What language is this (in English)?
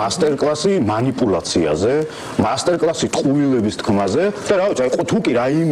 Georgian